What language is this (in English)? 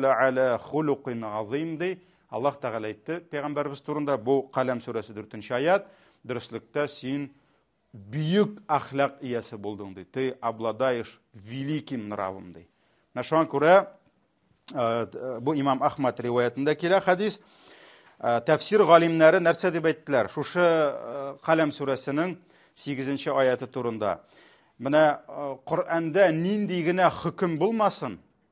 Tatar